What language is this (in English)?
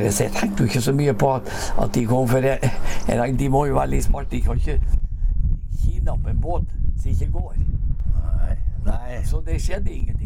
Norwegian